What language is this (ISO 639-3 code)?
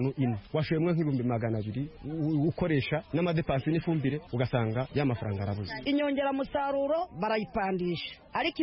kin